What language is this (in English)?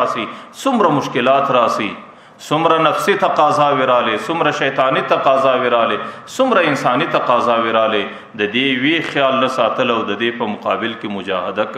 Pashto